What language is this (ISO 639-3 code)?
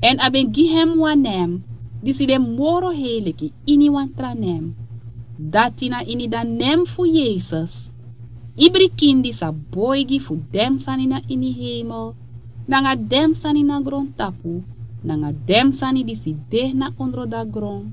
srn